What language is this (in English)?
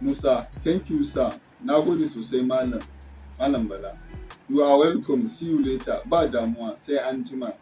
Hausa